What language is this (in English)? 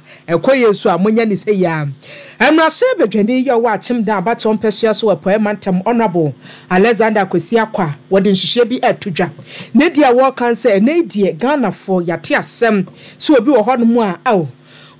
Akan